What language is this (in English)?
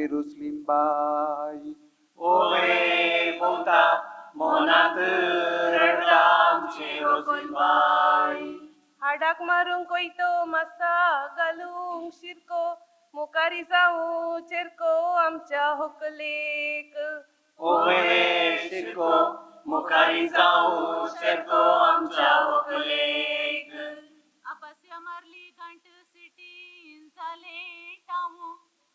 Konkani